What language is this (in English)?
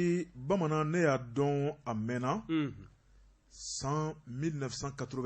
Bambara